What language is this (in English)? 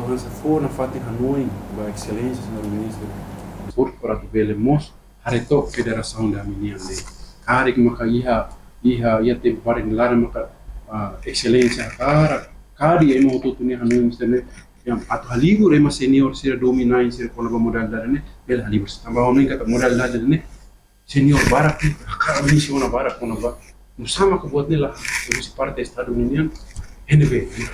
Tetum